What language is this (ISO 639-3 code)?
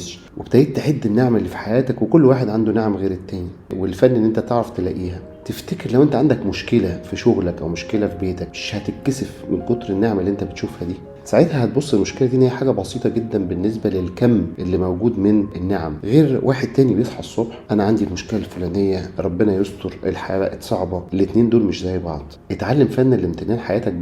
arz